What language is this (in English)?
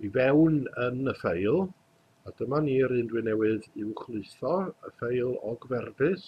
Welsh